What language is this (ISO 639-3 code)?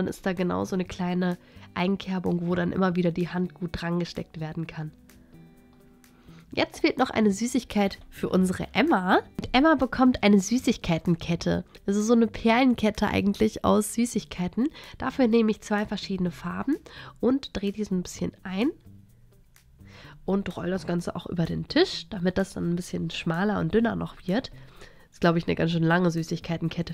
deu